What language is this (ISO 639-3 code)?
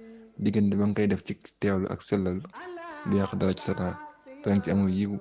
wol